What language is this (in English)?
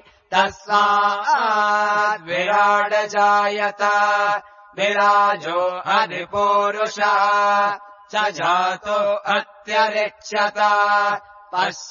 Sanskrit